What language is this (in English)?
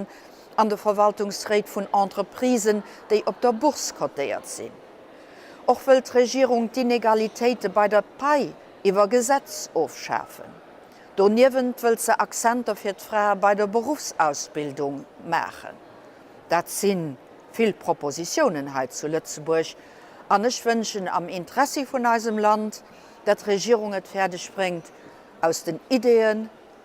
Luxembourgish